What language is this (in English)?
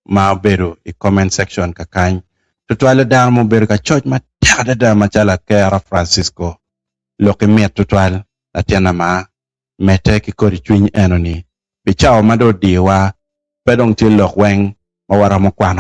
Acoli